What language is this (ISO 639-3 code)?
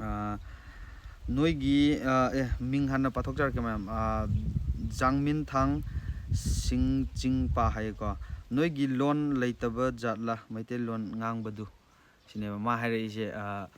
mni